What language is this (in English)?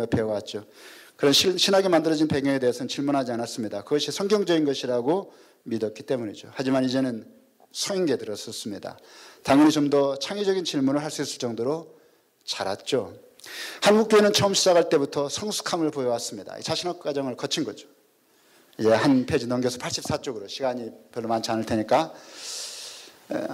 Korean